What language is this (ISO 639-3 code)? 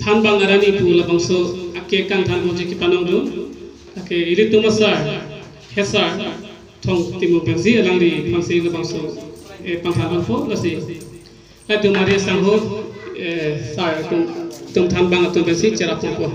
mjw